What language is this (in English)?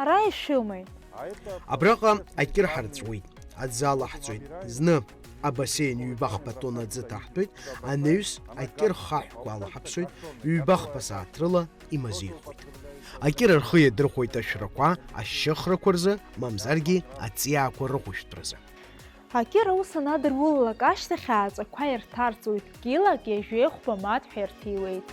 Abkhazian